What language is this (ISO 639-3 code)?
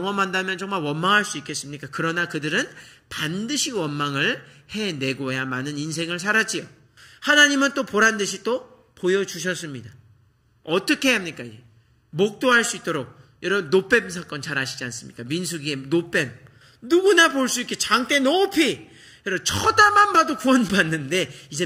kor